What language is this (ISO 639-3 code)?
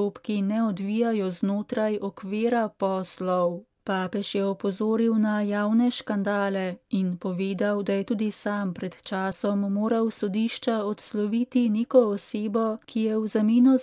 slv